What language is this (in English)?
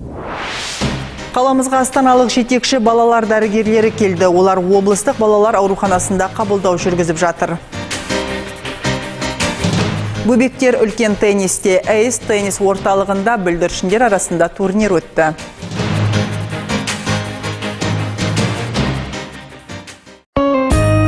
Kazakh